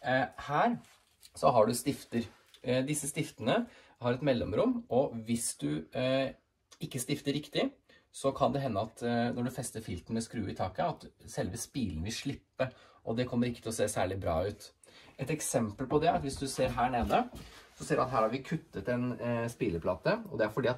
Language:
Norwegian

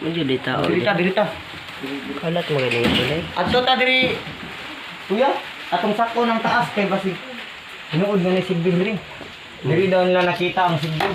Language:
Cebuano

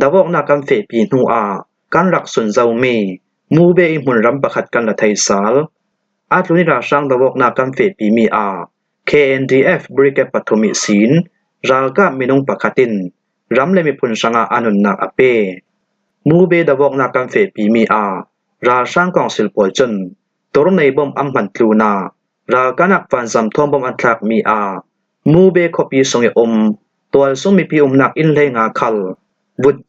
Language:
Falam Chin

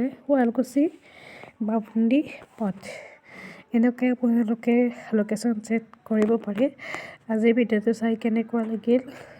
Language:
Assamese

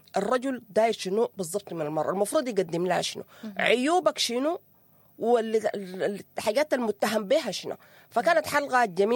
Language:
Sudanese Arabic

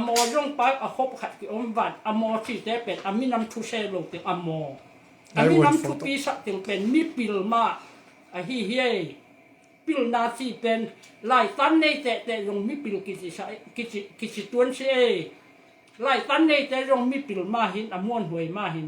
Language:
Tedim Chin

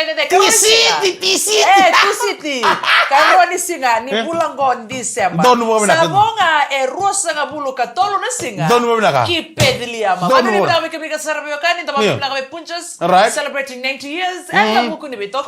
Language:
Fijian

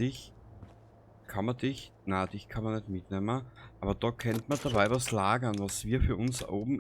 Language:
Bavarian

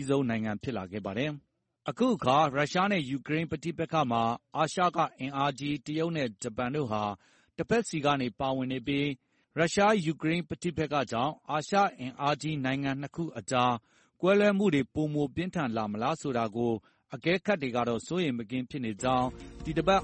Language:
Burmese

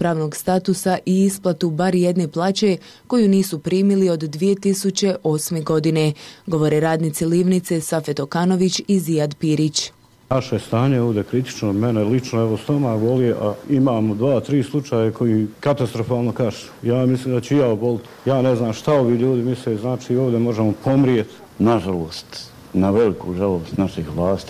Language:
Bosnian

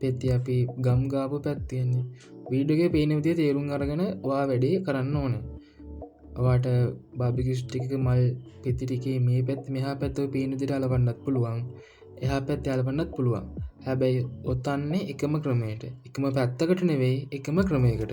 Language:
Sinhala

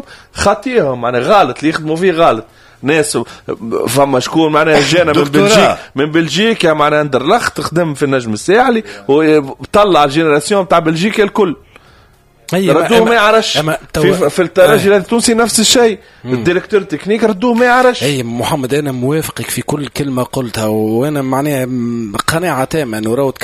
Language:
Tunisian Arabic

